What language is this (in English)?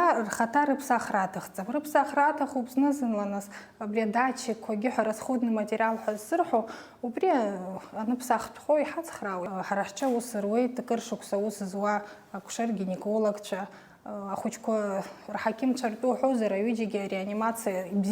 Abkhazian